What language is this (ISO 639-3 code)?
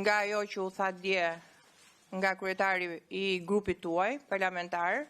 sqi